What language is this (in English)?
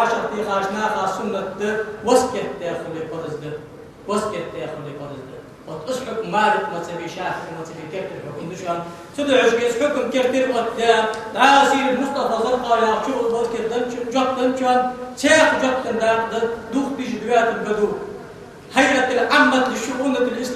Ingush